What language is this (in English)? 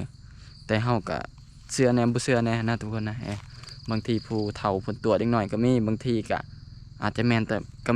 Lao